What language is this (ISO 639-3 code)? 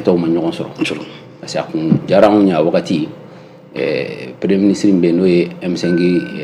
bam